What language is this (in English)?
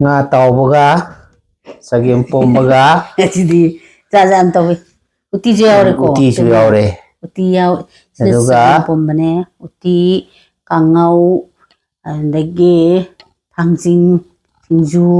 Manipuri